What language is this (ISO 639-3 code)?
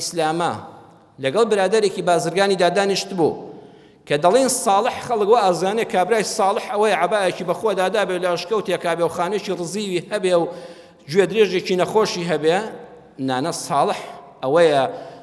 ckb